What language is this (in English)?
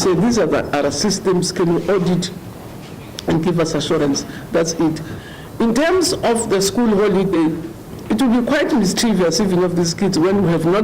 Venda